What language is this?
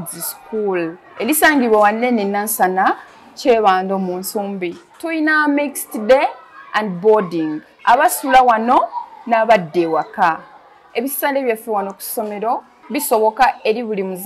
Ganda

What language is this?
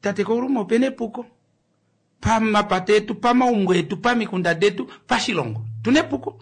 Kuanyama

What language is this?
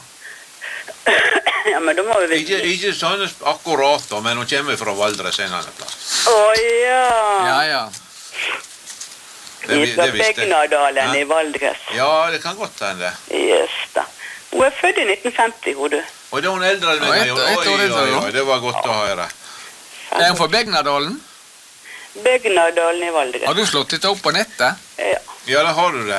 Norwegian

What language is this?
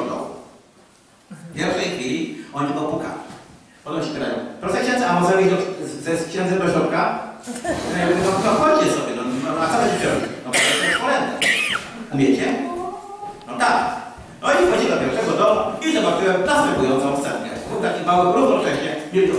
Polish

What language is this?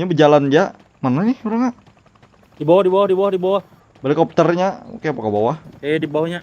Banjar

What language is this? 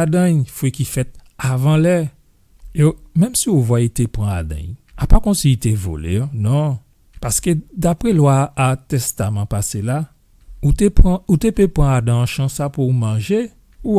Guadeloupean Creole French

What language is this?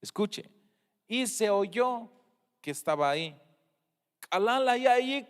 Tzeltal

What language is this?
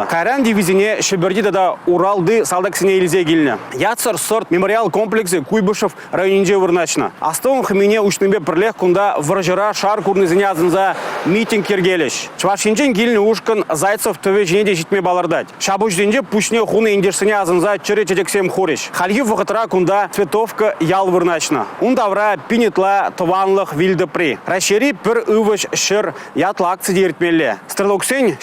Chuvash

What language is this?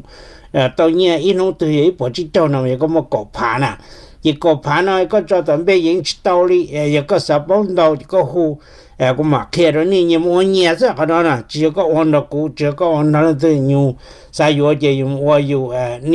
Hmong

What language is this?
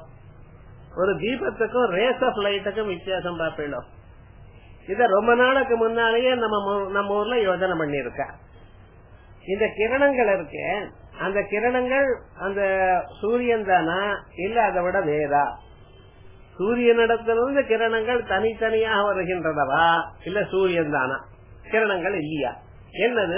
Tamil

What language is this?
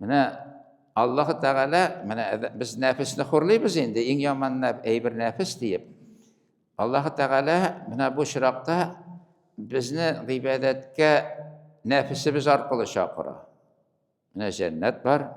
Tatar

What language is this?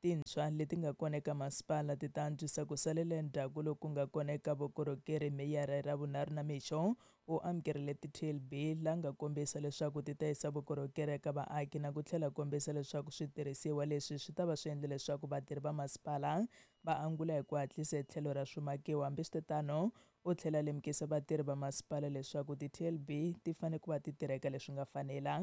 Tsonga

